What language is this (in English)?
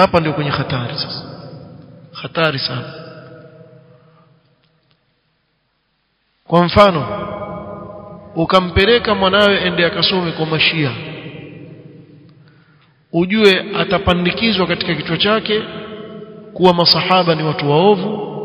Swahili